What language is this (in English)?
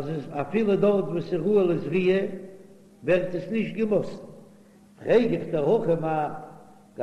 Yiddish